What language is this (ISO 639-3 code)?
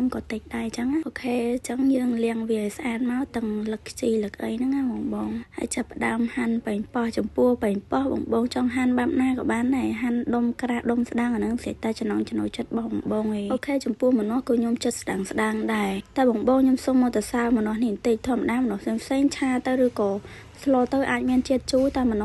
khm